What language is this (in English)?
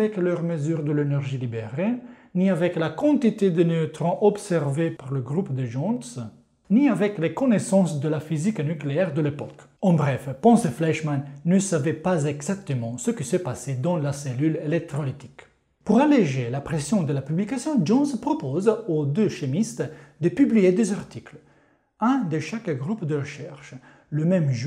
French